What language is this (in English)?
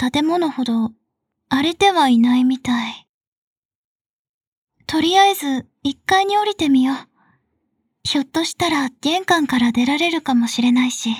Japanese